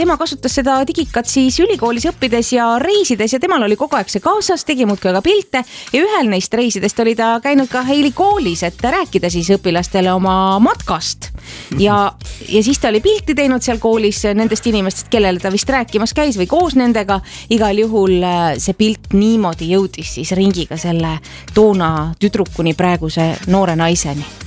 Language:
Estonian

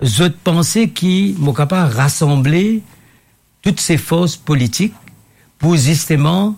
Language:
Morisyen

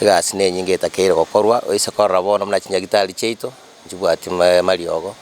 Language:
Gusii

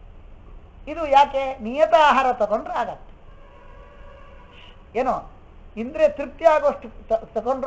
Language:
Kannada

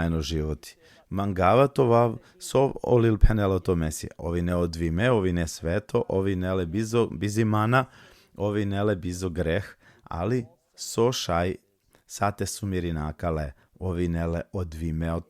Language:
Balkan Romani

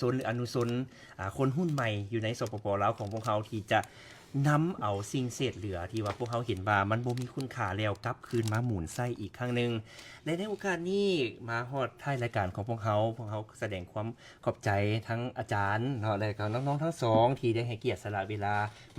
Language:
Lao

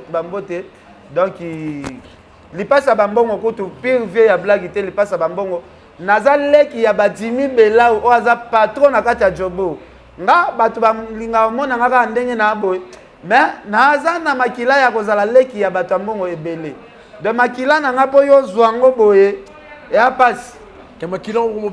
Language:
Lingala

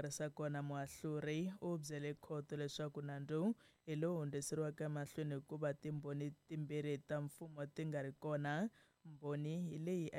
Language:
Tsonga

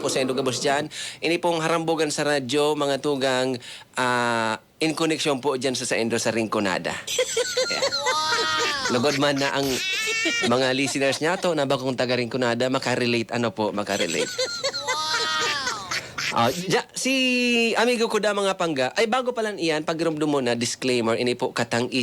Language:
Bikol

